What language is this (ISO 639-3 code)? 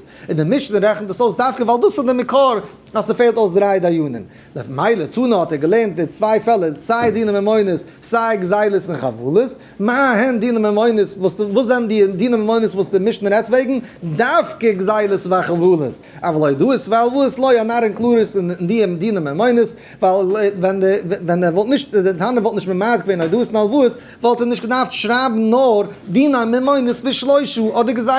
yid